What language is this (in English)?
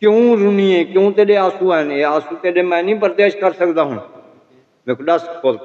Saraiki